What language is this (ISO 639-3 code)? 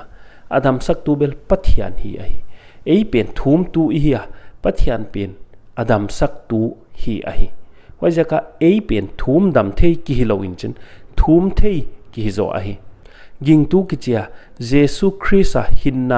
pck